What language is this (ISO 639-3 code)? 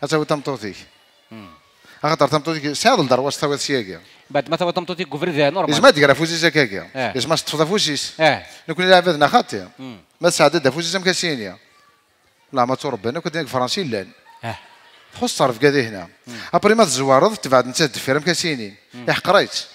kab